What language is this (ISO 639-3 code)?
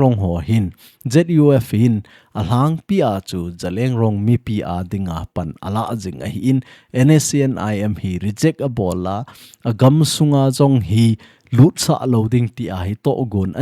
tcz